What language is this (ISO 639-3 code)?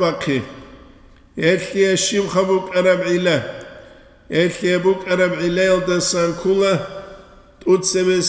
ava